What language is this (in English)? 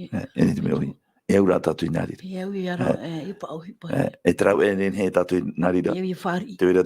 Tahitian